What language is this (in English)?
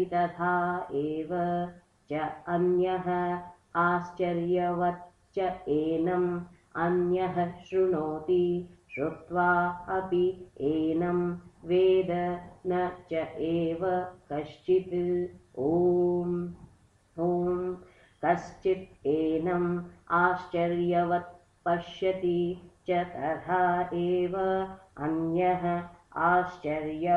Sanskrit